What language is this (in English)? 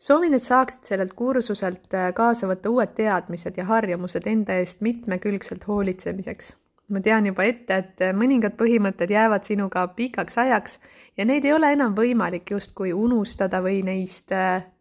Estonian